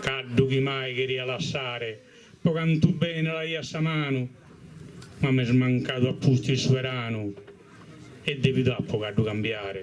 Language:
Sardinian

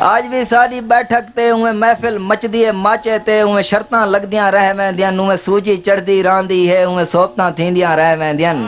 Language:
Saraiki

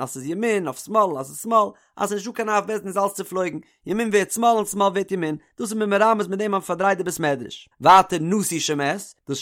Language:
Yiddish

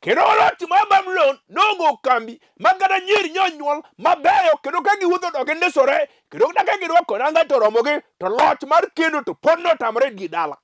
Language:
Luo (Kenya and Tanzania)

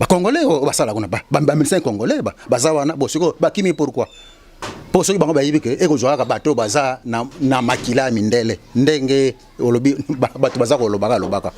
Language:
Lingala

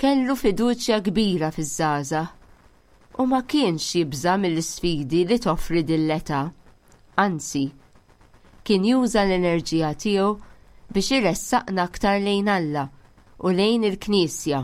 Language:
Maltese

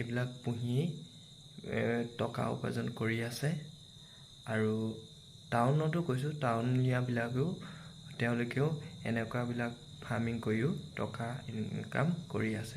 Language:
Assamese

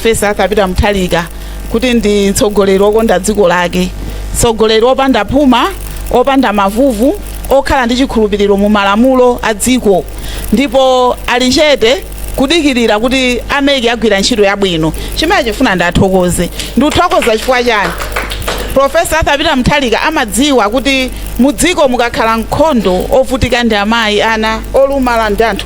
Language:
Nyanja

